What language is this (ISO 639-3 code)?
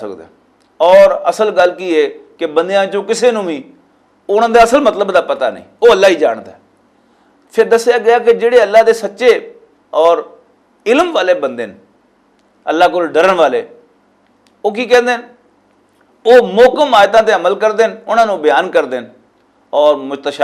lah